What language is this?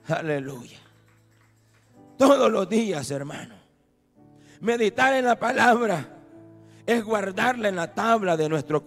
Spanish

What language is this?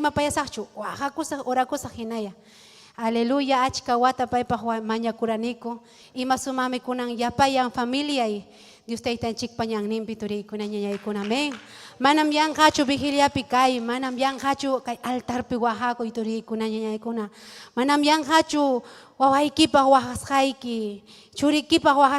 Ayacucho Quechua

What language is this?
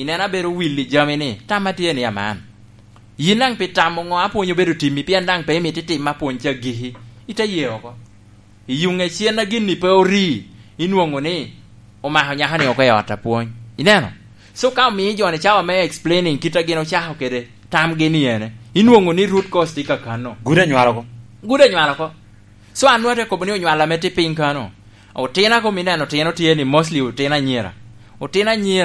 Lango (Uganda)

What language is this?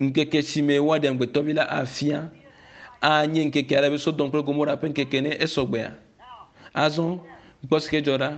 Ewe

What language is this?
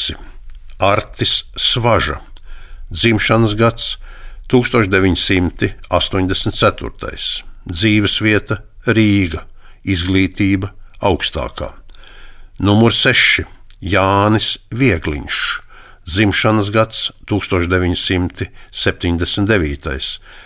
Latvian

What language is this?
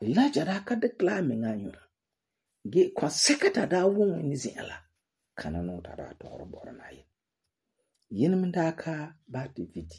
Frafra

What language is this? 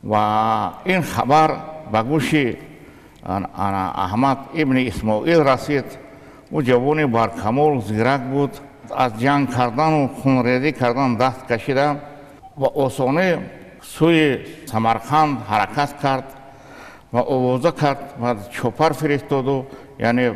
Tajik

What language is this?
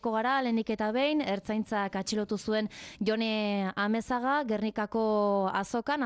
Basque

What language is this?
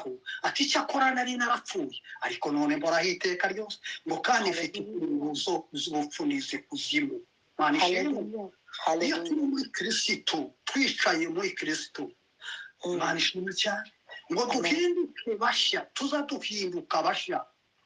Kinyarwanda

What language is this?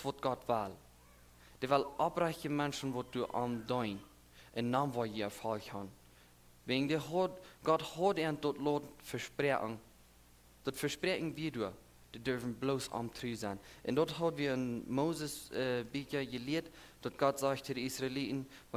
Plautdietsch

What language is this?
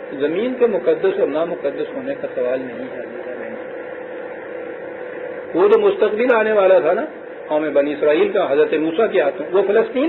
Urdu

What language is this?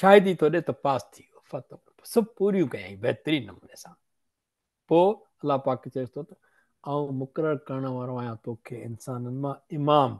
Sindhi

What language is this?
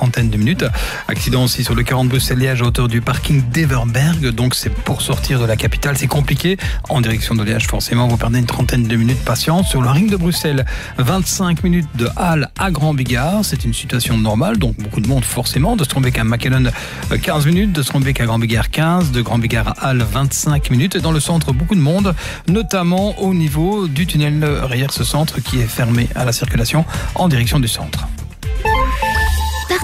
French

